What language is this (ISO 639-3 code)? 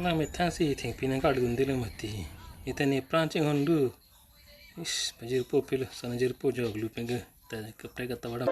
mjw